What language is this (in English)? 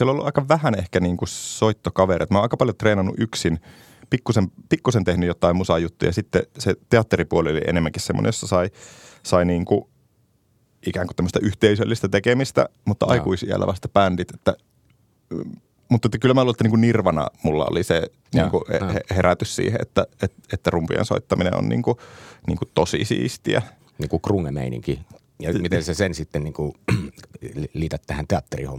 Finnish